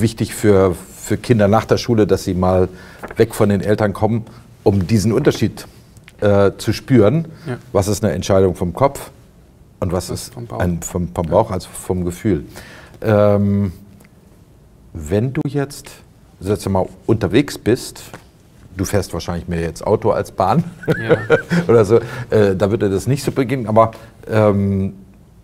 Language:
German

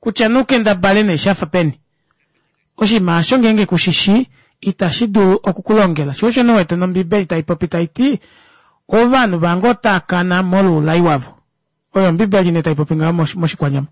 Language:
Kuanyama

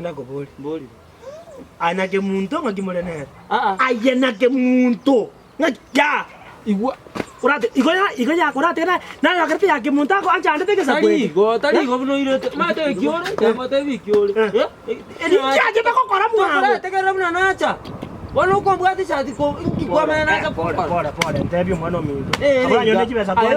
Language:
Gusii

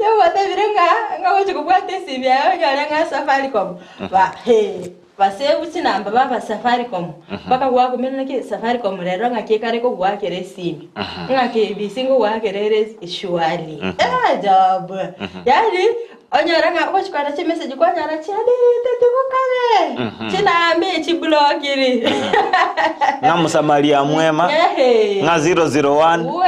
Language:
Gusii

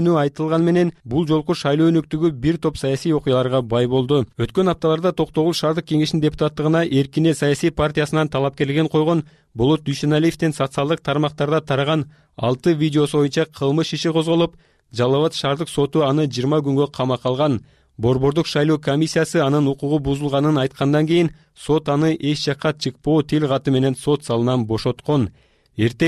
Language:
Kyrgyz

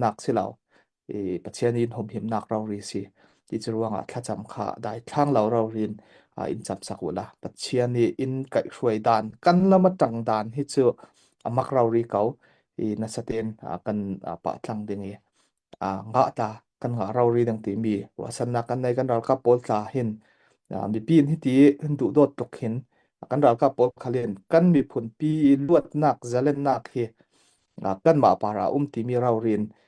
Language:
Falam Chin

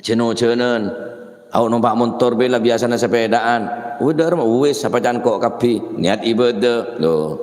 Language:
Madurese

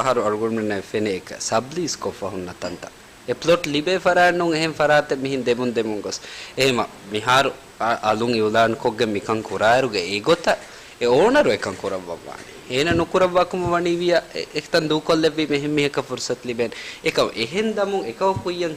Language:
Divehi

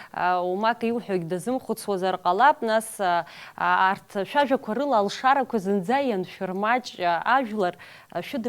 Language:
Abkhazian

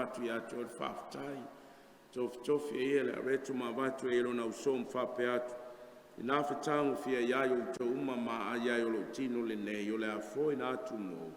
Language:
Samoan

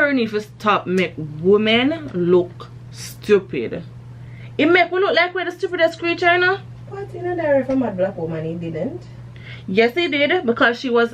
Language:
Jamaican Creole English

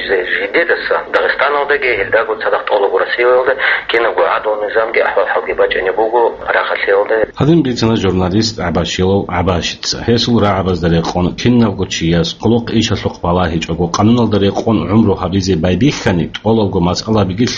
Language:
Avaric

